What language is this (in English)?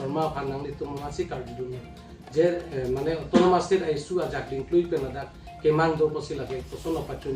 Karbi